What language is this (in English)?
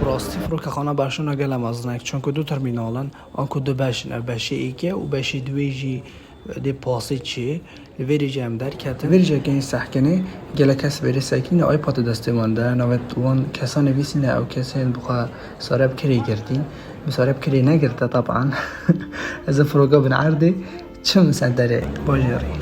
Kurdish